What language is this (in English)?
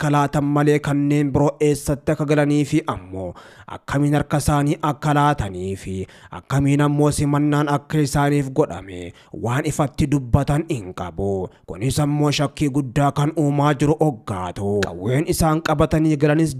Oromo